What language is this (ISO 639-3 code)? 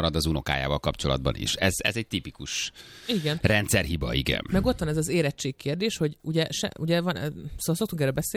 hun